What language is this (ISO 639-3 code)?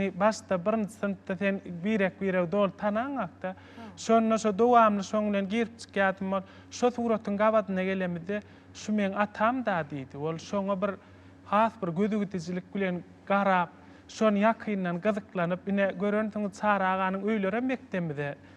tuk